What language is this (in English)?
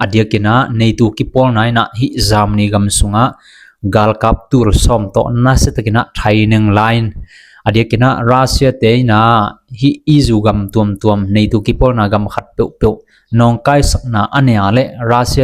Tedim Chin